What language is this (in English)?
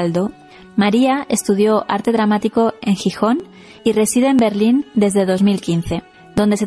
Spanish